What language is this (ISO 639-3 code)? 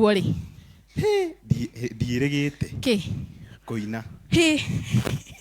kik